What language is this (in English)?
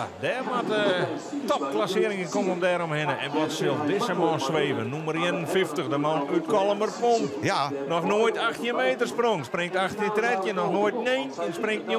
Western Frisian